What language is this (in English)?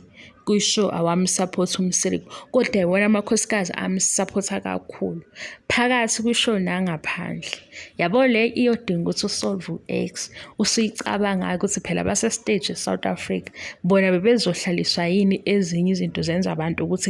Zulu